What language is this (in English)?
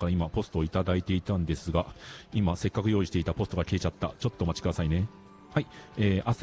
Japanese